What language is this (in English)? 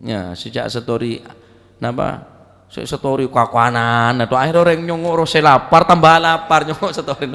Madurese